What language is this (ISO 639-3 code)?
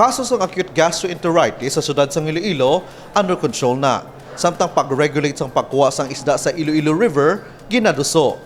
hil